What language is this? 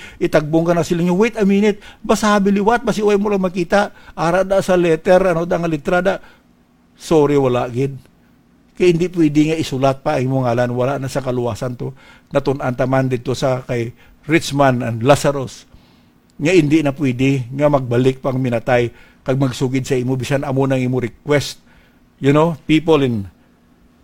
Hiligaynon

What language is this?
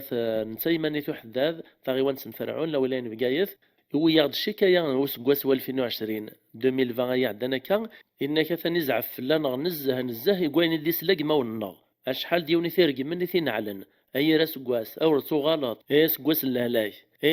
Kabyle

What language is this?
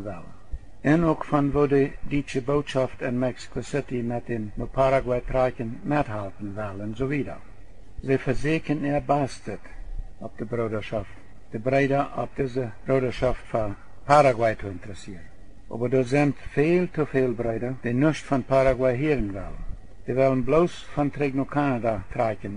Plautdietsch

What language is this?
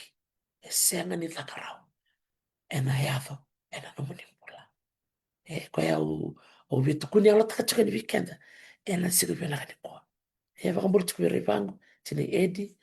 Fijian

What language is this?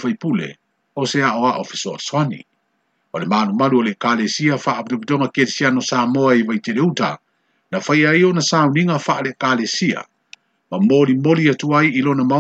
Samoan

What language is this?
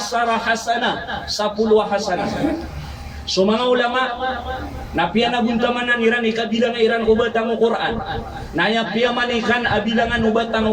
Maranao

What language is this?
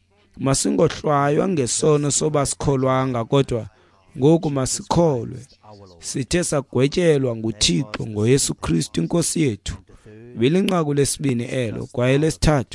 Xhosa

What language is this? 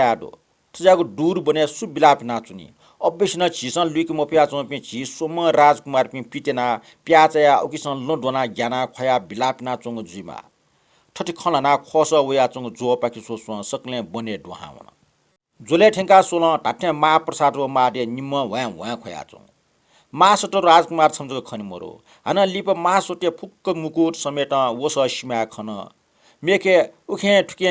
Newari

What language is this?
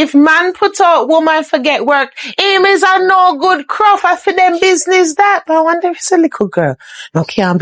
Jamaican Creole English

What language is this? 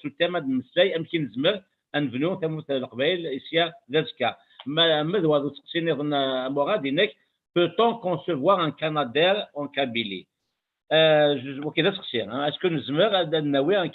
Kabyle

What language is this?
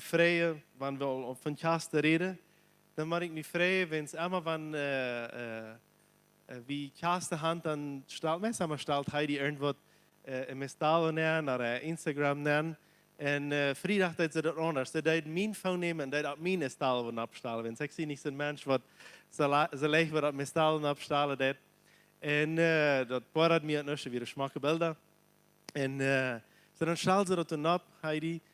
Plautdietsch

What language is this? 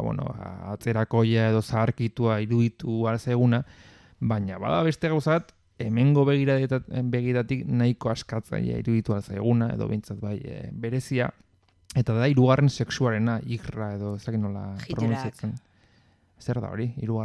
Basque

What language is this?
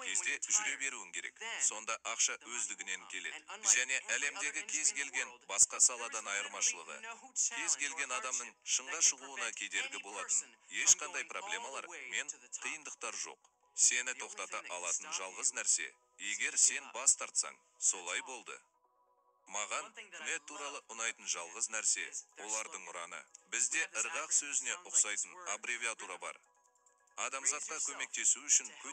Kazakh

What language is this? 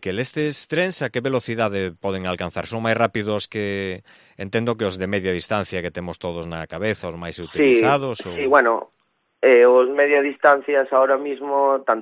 Galician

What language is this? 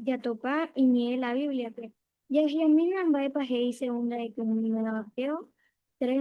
Guarani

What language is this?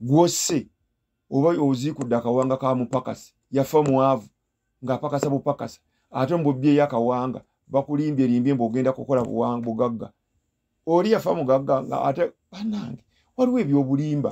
Ganda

